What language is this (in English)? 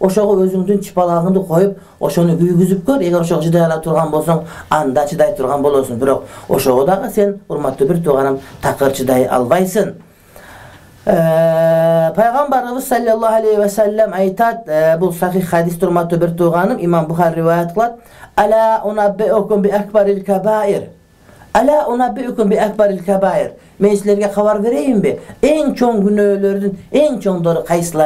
Kyrgyz